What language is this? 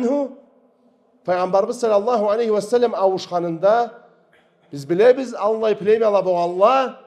Karachay-Balkar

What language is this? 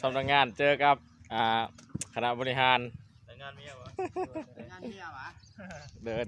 Lao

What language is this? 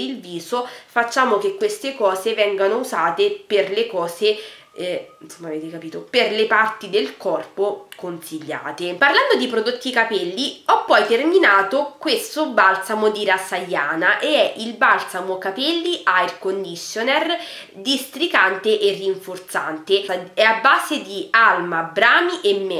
Italian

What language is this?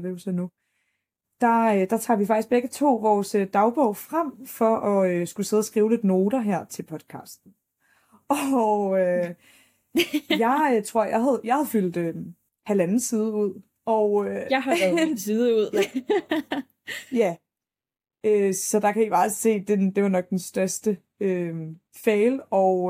Danish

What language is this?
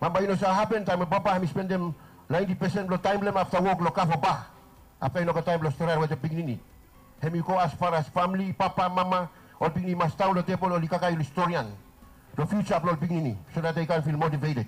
Bislama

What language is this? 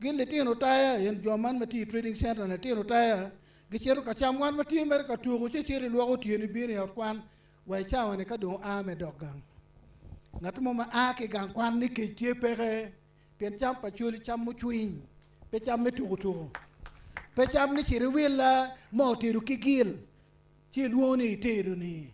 Acoli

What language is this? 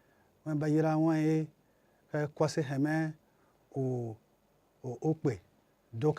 Tiv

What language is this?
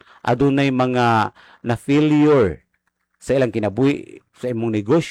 Cebuano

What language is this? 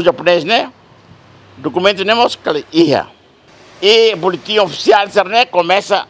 Tetum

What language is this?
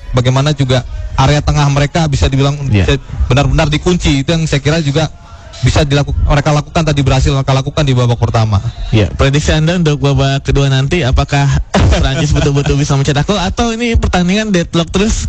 Indonesian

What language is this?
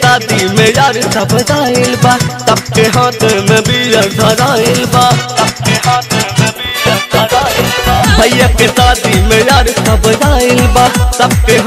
Bhojpuri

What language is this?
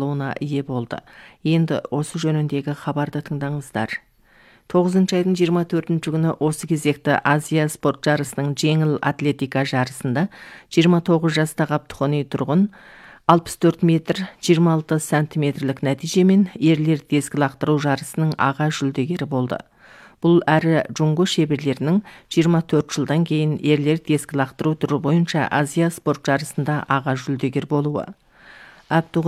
Kazakh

